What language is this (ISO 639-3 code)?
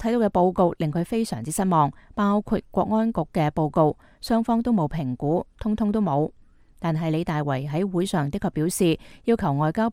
yue